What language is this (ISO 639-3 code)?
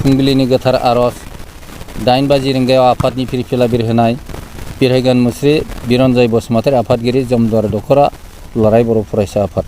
brx